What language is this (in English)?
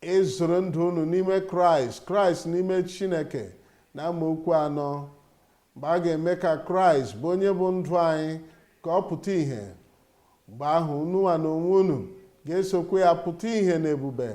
Igbo